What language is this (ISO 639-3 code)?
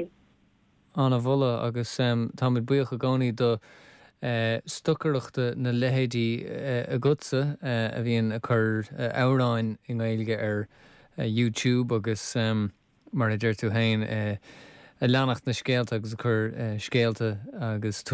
gle